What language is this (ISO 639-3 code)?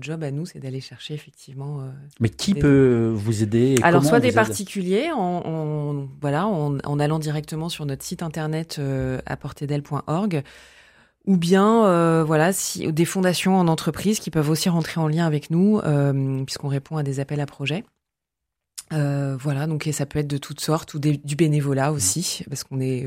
fra